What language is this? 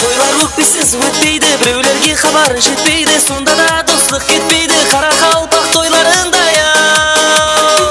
Kara-Kalpak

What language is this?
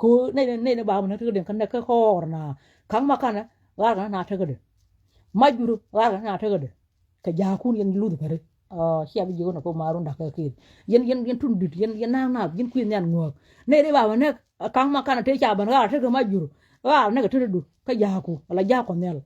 Nuer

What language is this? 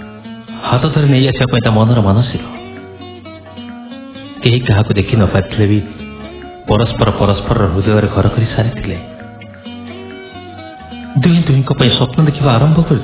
Odia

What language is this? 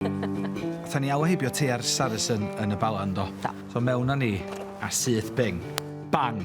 Welsh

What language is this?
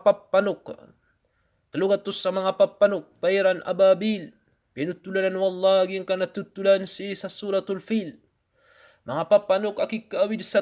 Maranao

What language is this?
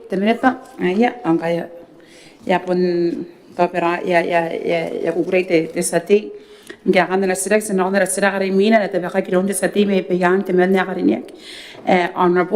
Gilbertese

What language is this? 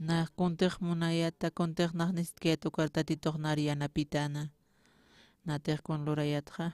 Aymara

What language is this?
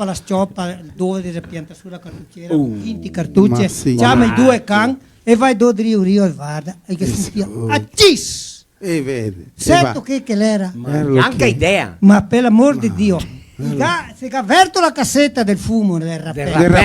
Venetian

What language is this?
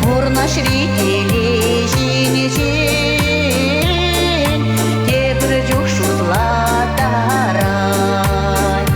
Chuvash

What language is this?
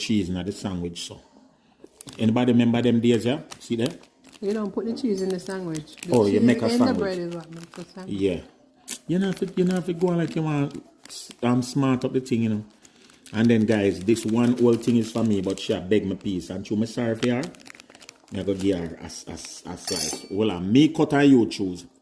Jamaican Creole English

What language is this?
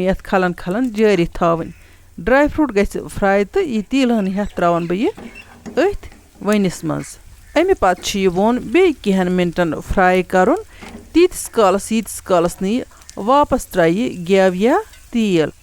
Kashmiri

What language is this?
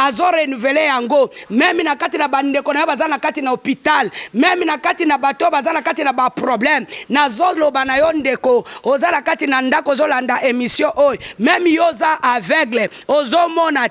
Lingala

